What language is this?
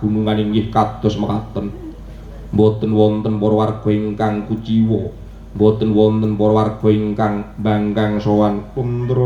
Javanese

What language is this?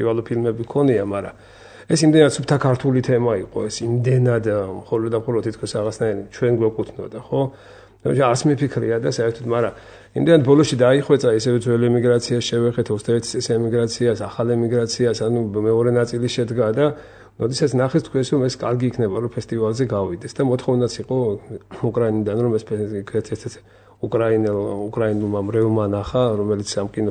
Georgian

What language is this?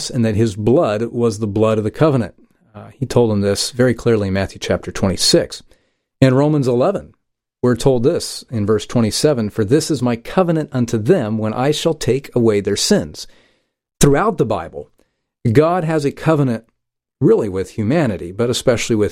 English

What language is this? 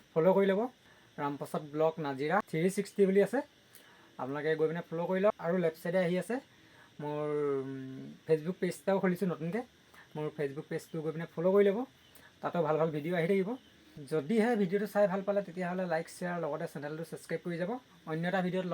Assamese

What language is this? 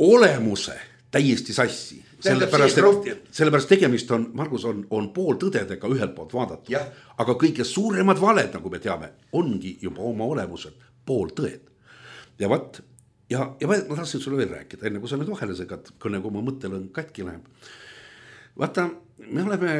Estonian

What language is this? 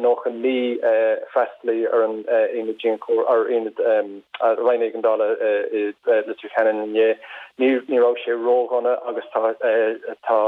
Irish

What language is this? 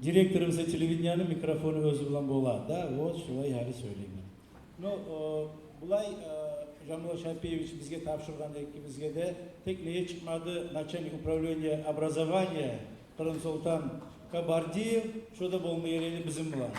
Kumyk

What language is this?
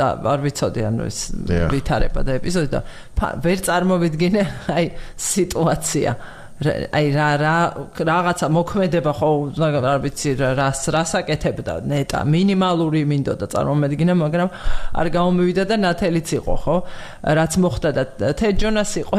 Georgian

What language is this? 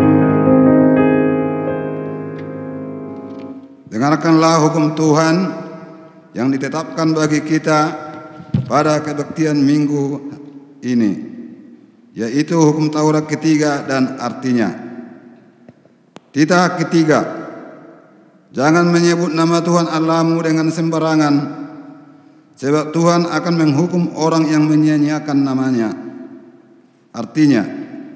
Indonesian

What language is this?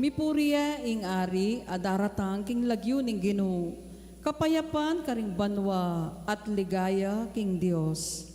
Pampanga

